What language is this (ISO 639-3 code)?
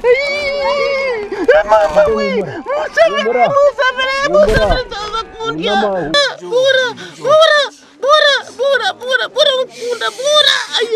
nyn